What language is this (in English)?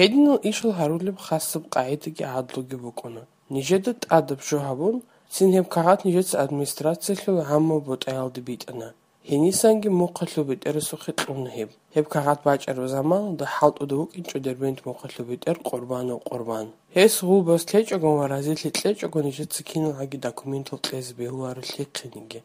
Avaric